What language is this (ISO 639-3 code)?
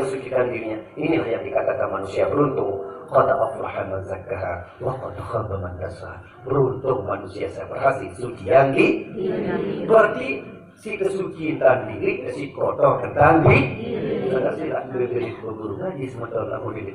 sas